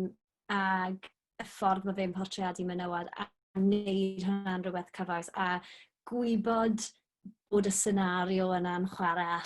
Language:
Welsh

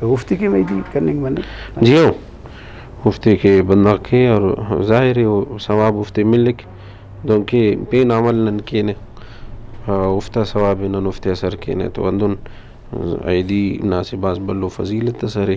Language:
Brahui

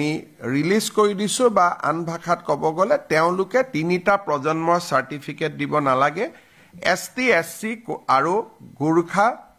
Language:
Assamese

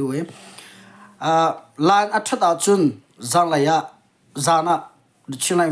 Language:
Hakha Chin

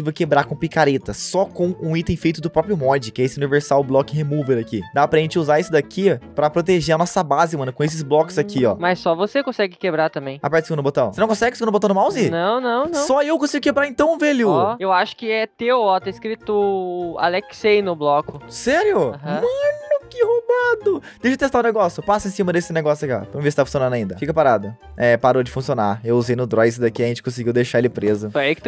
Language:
Portuguese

